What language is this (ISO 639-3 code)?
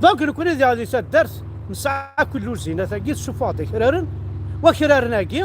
kab